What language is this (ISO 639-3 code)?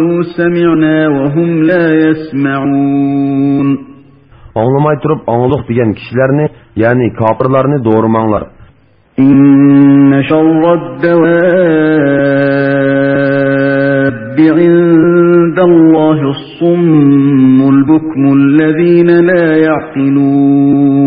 uig